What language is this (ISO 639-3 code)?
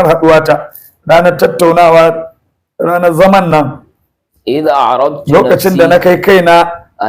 hau